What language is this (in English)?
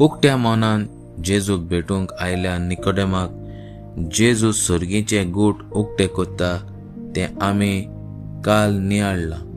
Konkani